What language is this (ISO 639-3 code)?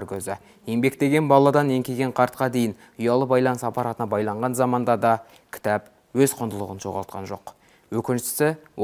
kaz